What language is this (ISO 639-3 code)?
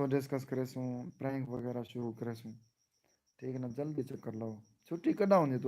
skr